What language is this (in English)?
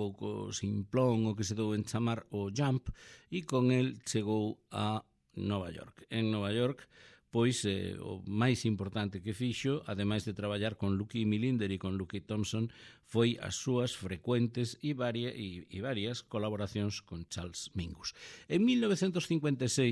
Galician